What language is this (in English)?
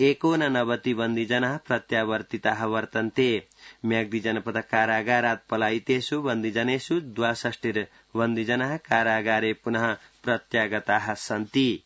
Sanskrit